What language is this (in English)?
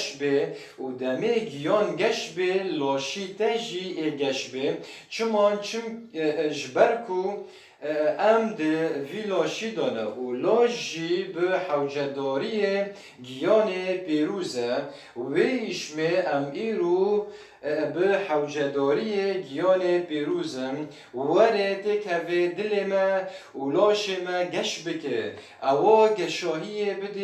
Kurdish